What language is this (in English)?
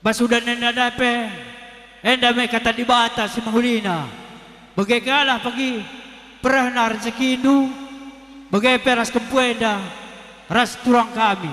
Batak Karo